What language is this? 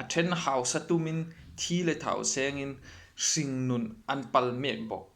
Hmar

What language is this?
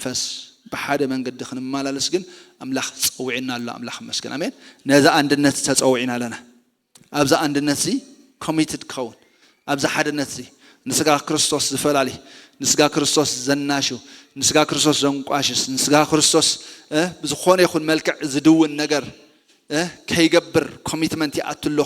Tigrinya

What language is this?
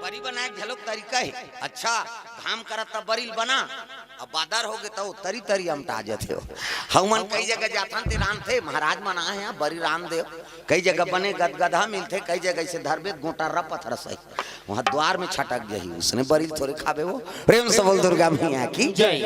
Chhattisgarhi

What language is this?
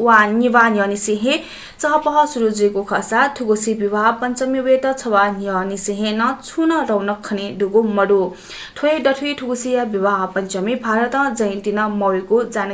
Newari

